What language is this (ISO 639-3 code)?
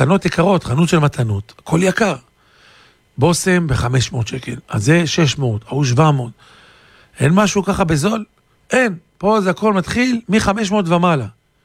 heb